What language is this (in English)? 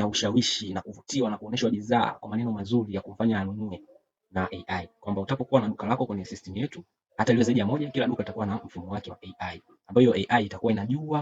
Swahili